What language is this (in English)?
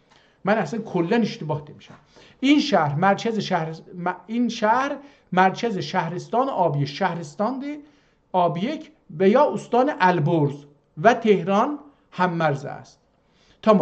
South Azerbaijani